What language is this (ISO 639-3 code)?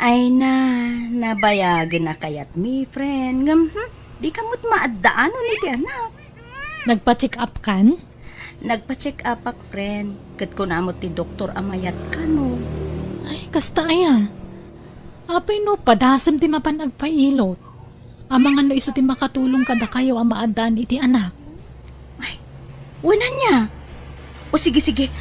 ilo